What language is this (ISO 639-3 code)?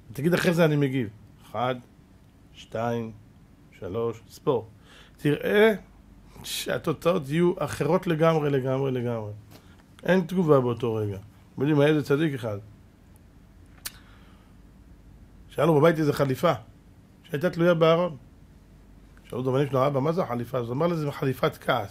heb